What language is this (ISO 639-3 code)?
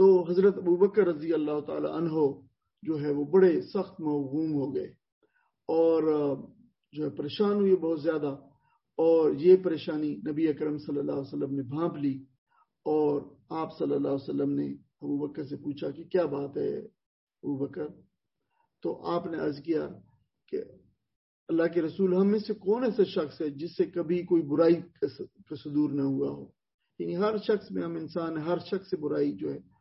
urd